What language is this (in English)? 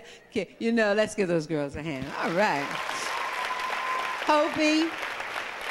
English